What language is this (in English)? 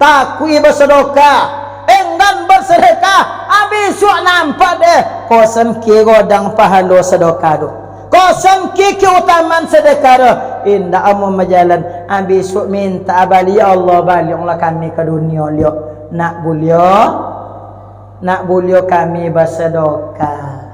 Minangkabau